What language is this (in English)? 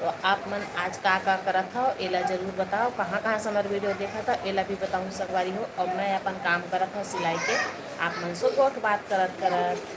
Chhattisgarhi